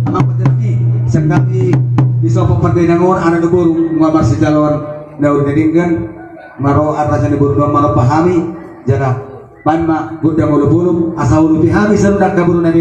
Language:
Batak Toba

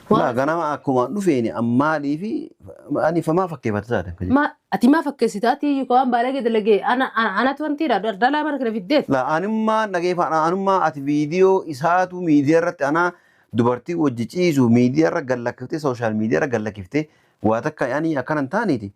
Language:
Oromo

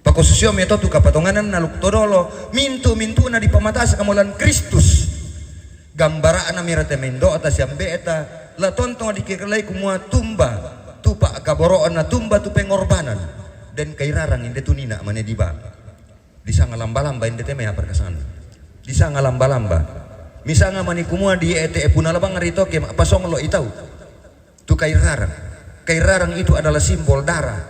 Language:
Toraja-Sa'dan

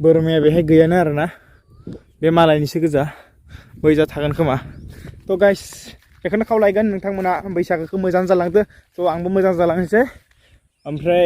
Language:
Bodo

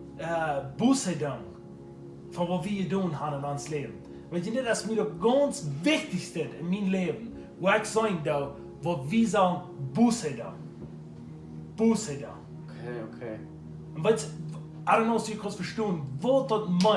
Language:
Plautdietsch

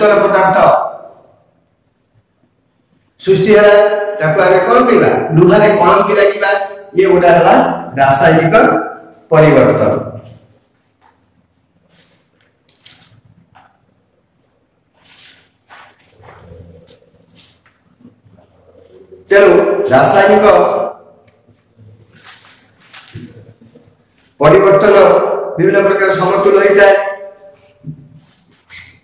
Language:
Odia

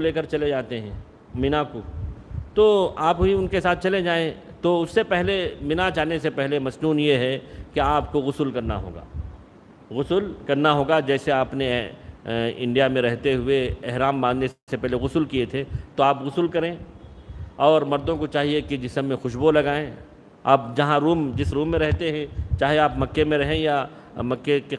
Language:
Urdu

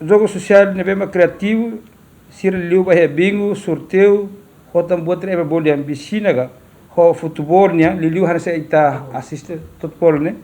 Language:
Tetum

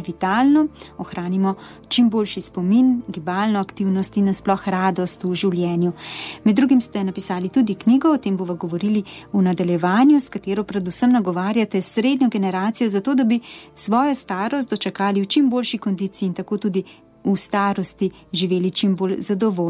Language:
Slovenian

